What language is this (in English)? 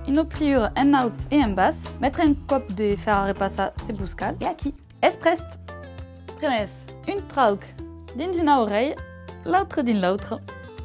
Occitan